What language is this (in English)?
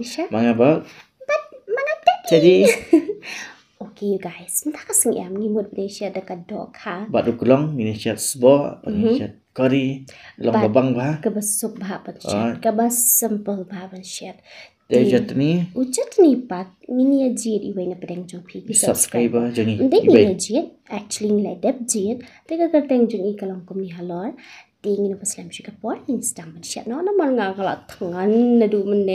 Khasi